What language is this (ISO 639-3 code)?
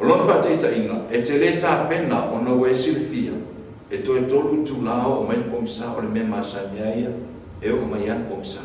smo